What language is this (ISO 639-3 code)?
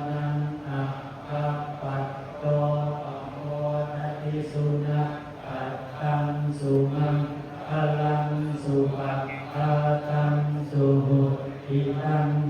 pli